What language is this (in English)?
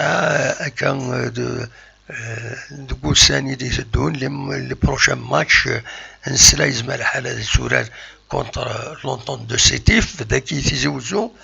Kabyle